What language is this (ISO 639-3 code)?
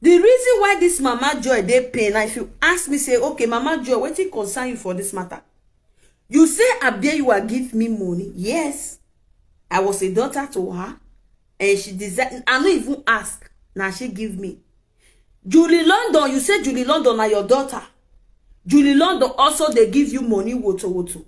pcm